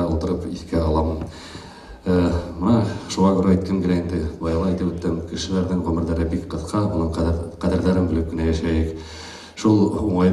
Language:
Bashkir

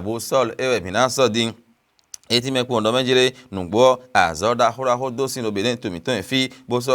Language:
Fon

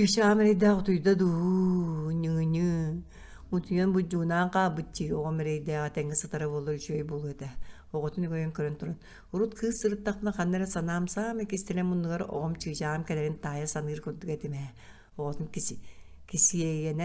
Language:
Yakut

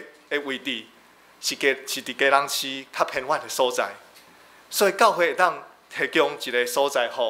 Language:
Min Nan Chinese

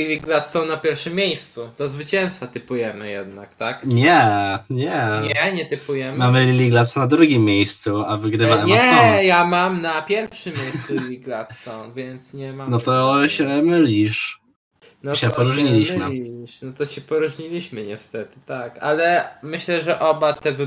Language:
Polish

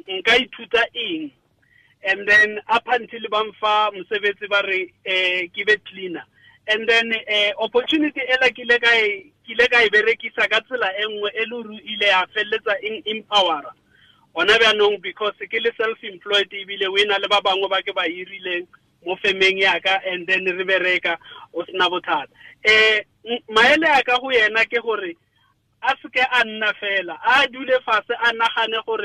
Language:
Tswana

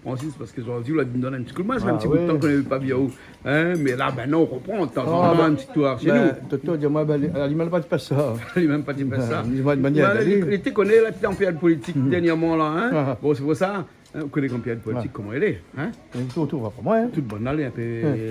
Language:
Réunion Creole French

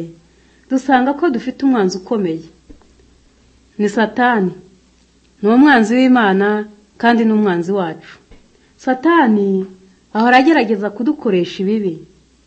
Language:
Kinyarwanda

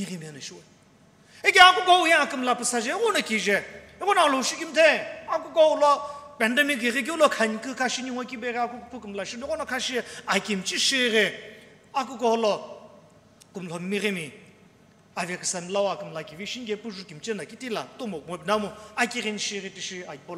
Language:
Sumi Naga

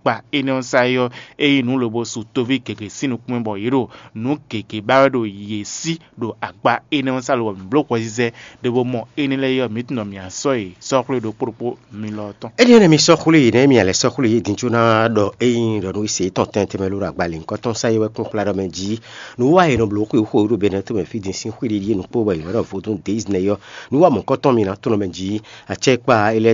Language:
Fon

